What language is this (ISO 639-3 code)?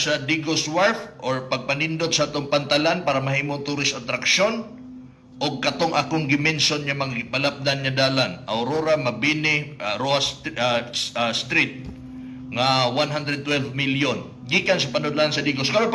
ceb